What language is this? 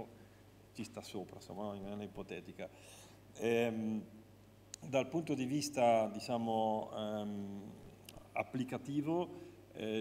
Italian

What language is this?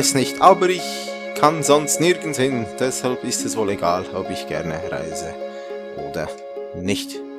Swiss German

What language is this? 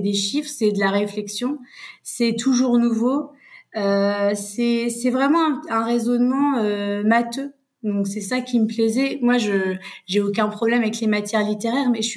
French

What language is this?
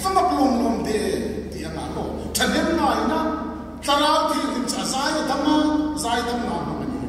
Hmar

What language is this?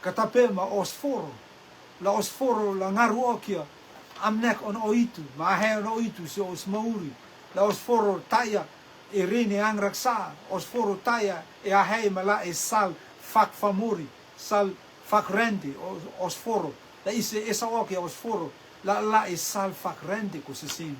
Rotuman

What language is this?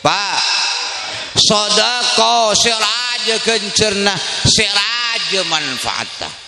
Madurese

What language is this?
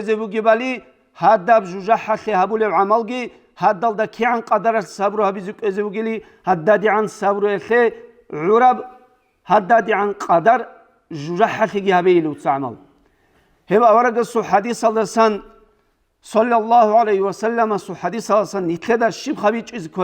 Avaric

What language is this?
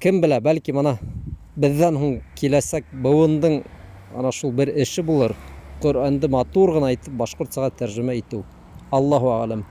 Bashkir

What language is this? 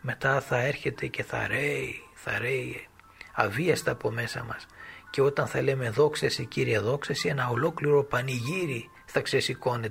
Greek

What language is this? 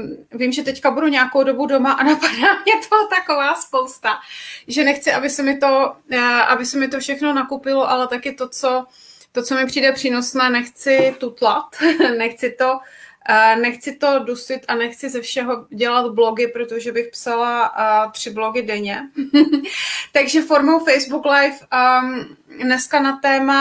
Czech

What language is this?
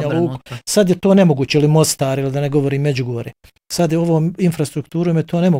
Bosnian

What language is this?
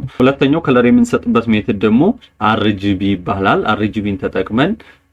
Amharic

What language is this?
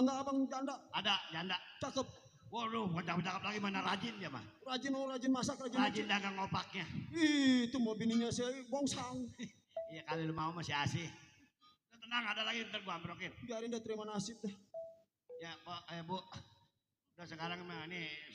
Betawi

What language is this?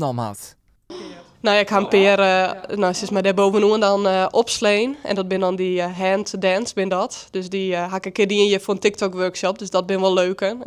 Western Frisian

